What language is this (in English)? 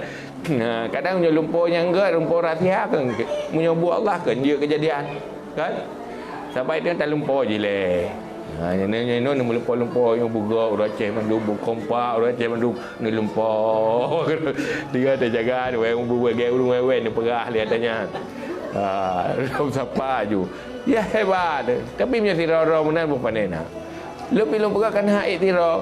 Achinese